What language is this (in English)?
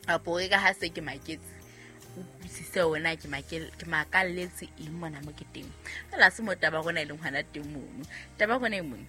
Southern Sotho